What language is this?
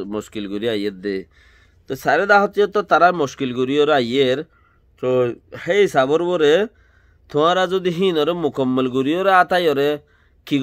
Rohingya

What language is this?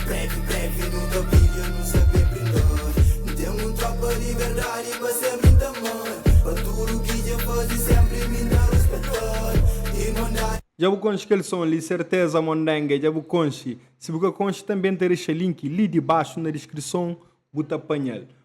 Kabuverdianu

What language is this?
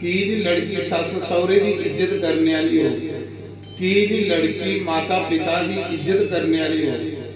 Dogri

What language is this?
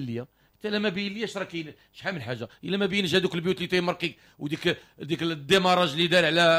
Moroccan Arabic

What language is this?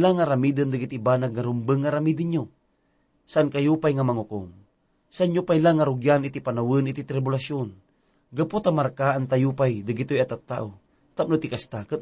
Iloko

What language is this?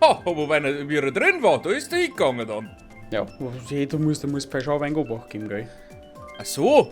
Bavarian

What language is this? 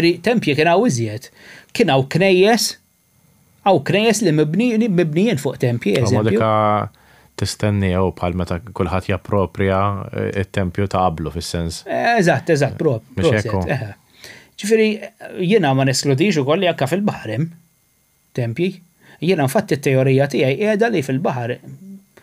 Maltese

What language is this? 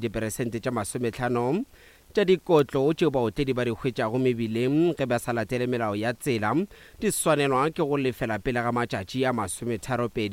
Northern Sotho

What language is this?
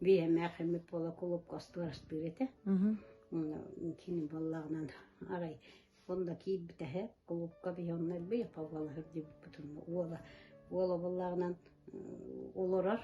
Yakut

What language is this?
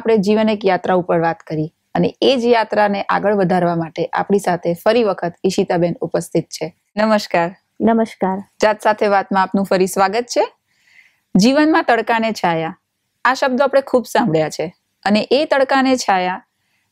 Gujarati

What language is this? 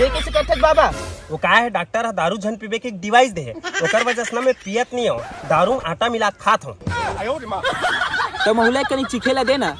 Chhattisgarhi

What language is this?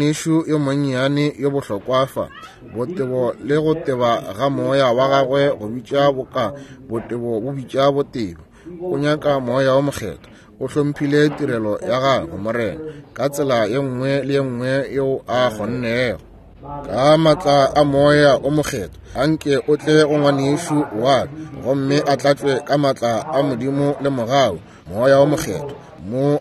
Northern Sotho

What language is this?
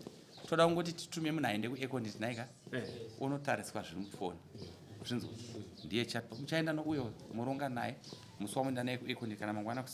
Shona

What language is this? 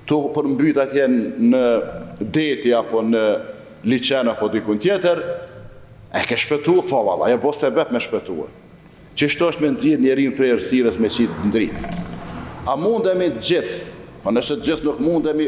Albanian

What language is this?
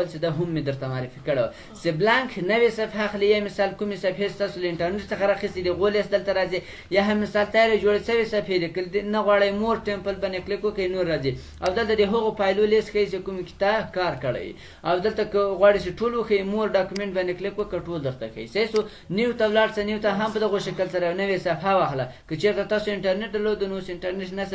Pashto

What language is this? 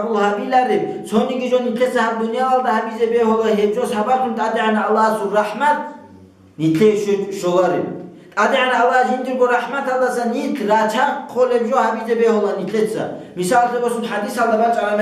Avaric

